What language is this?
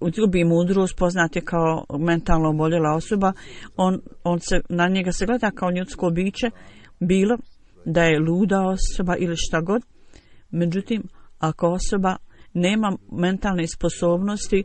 Bosnian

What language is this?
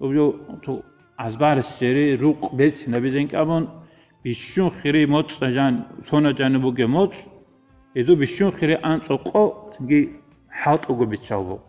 Avaric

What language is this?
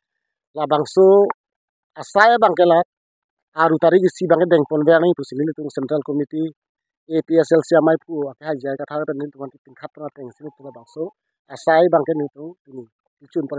Karbi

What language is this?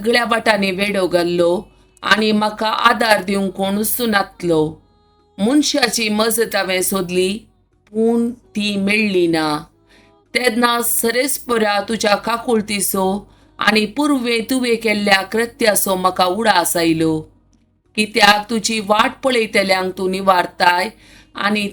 Konkani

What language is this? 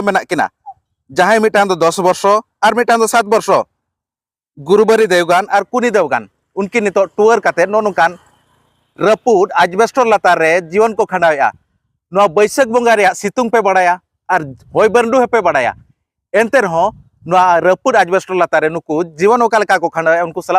Santali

